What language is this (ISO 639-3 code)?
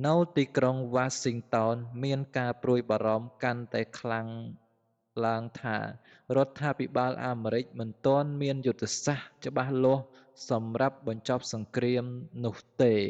khm